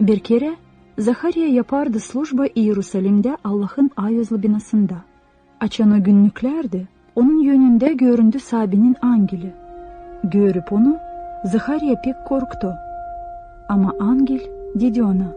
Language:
Gagauz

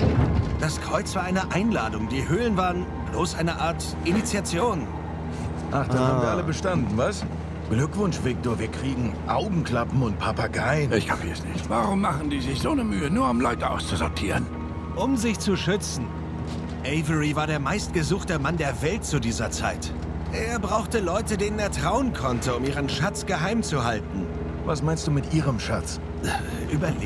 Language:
Swiss German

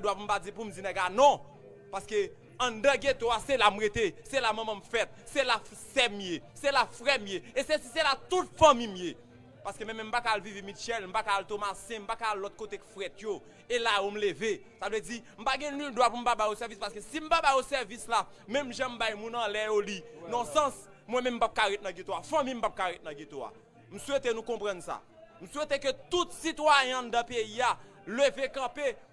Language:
Haitian Creole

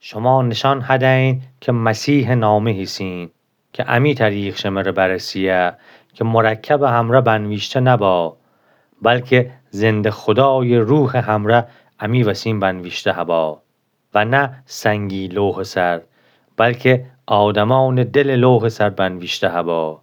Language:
Gilaki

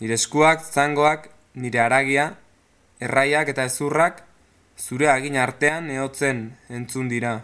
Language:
Basque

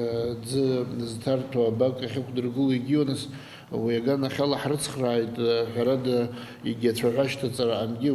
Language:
Abkhazian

